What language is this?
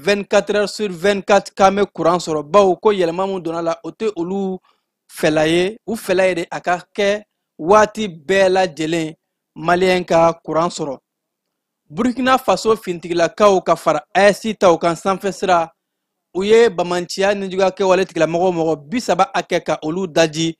Bambara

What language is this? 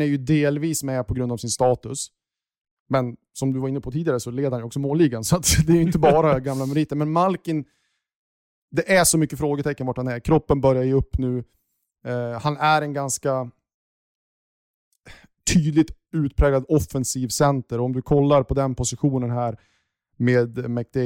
Swedish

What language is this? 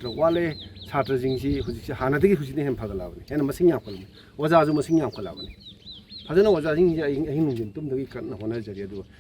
Manipuri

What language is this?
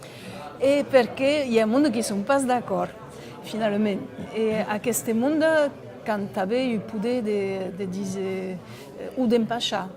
Occitan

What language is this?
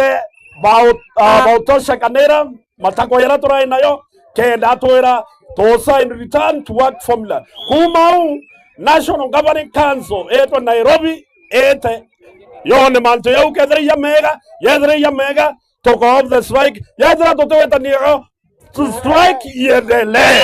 Meru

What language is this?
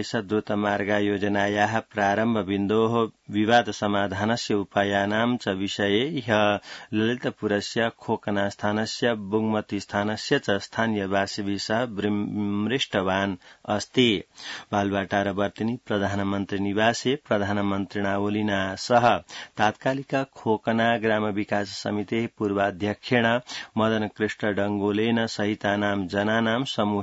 Sanskrit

